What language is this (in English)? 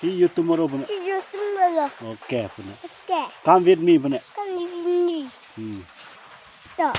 Karbi